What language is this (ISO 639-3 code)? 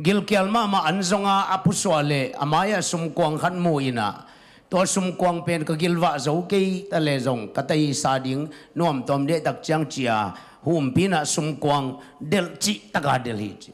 ctd